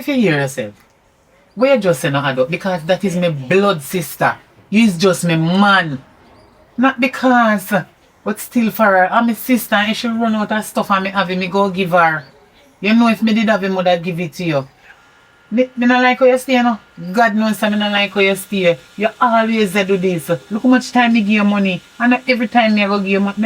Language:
Jamaican Creole English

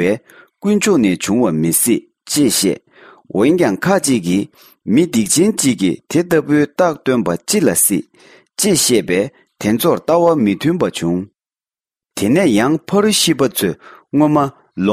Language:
Tibetan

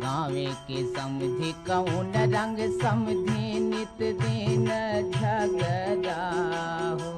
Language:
Chhattisgarhi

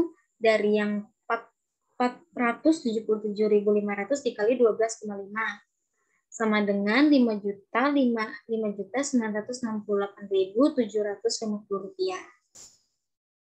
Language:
Indonesian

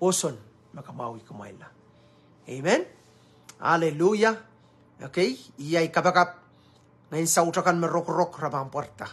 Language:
Pohnpeian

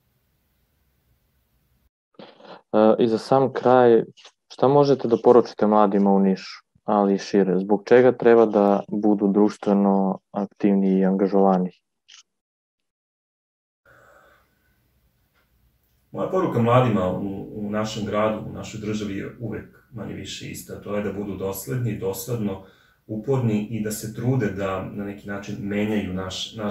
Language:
Serbian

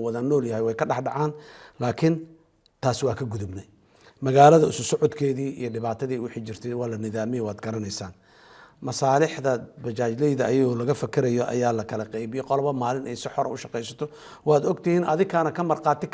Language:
Somali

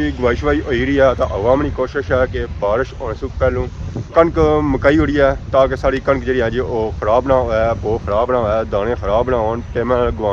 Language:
Pahari-Potwari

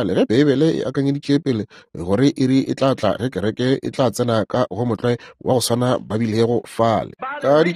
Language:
Northern Sotho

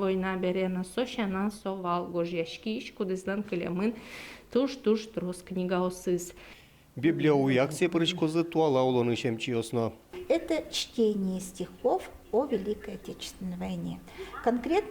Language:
Udmurt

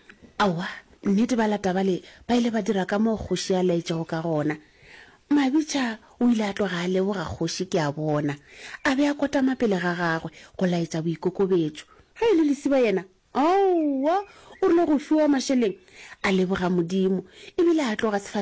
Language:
Northern Sotho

